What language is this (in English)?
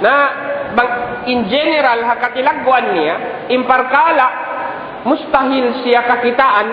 Tausug